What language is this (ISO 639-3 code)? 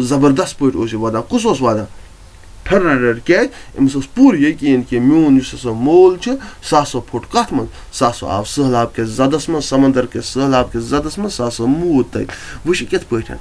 kas